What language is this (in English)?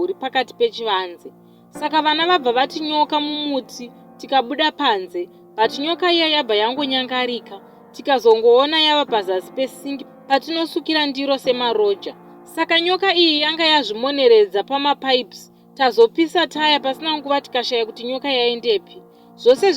Shona